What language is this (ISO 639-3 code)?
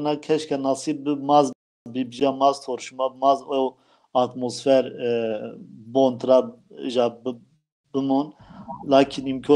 zza